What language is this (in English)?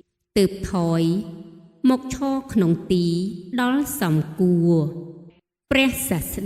Khmer